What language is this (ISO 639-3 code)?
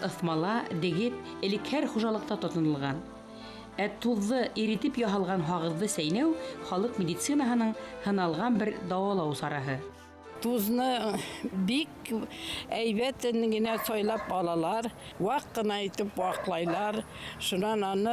bak